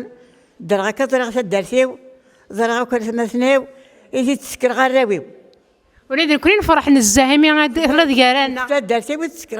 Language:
Kabyle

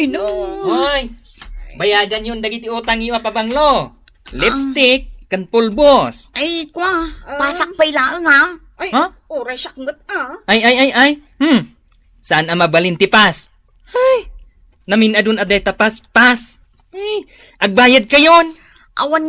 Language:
Iloko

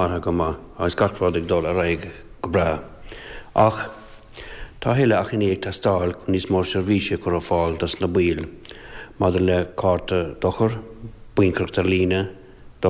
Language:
Irish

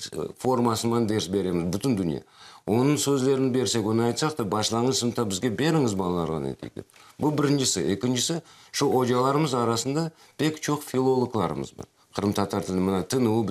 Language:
Crimean Tatar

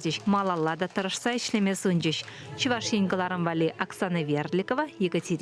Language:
Chuvash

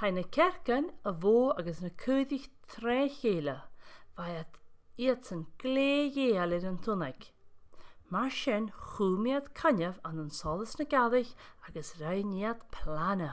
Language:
Scottish Gaelic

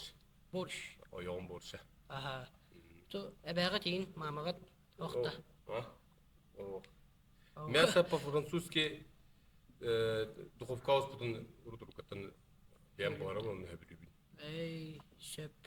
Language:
Yakut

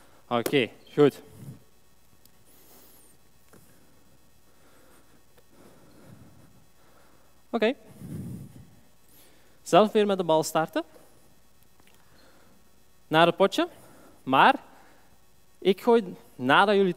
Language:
Dutch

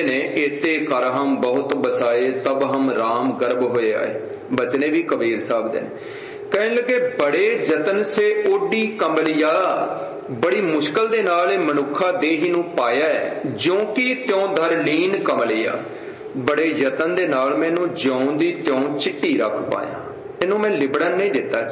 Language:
Punjabi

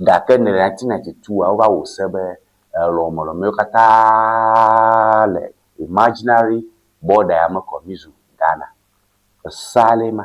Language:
Ewe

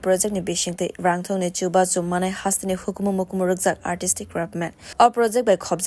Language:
Kok Borok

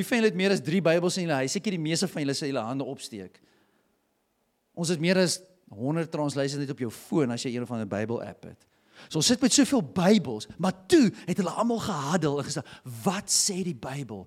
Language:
Afrikaans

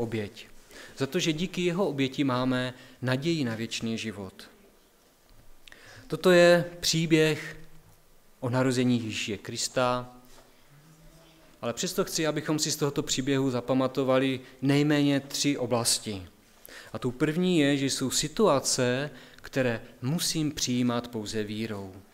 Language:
Czech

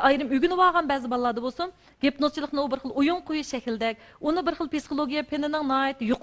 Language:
Uyghur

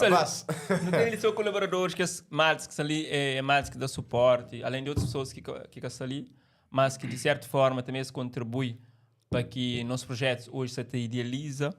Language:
Kabuverdianu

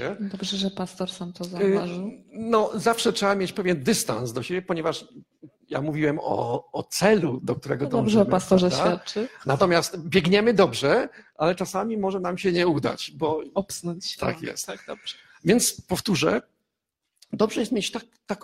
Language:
Polish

